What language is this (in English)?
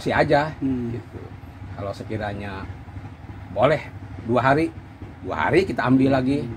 Indonesian